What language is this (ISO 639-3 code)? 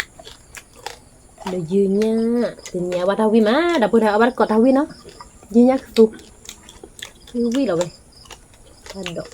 ksw